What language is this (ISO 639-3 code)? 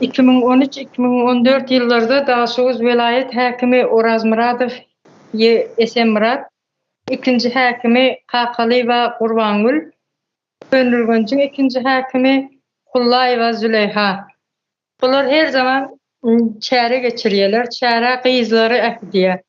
tuk